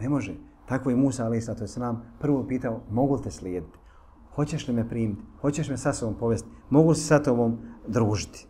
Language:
Bosnian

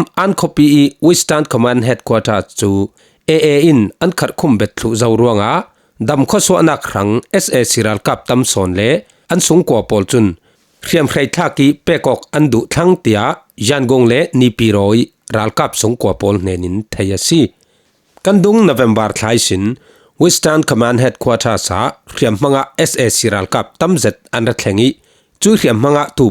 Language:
Falam Chin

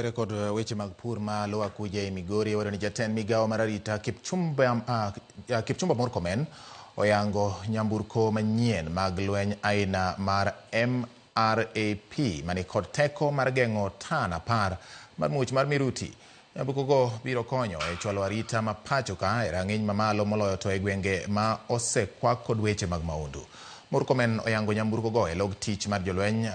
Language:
Luo (Kenya and Tanzania)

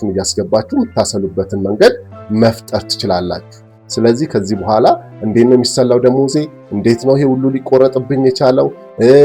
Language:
Amharic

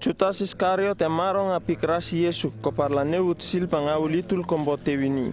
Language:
Uripiv-Wala-Rano-Atchin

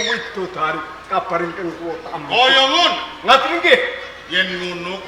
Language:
Javanese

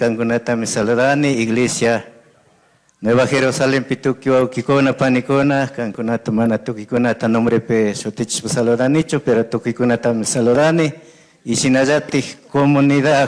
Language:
Chimborazo Highland Quichua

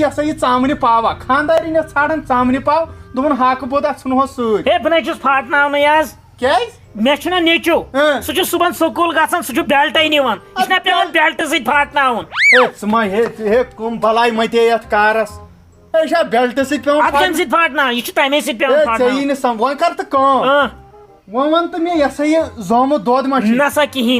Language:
Kashmiri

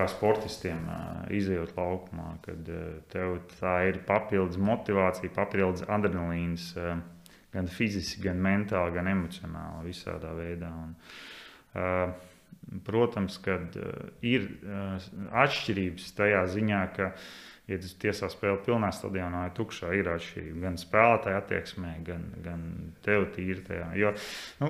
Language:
Latvian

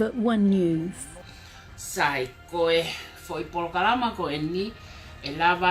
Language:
Tongan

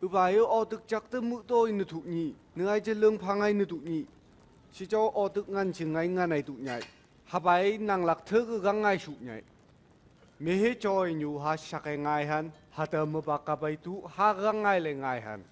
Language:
Phom Naga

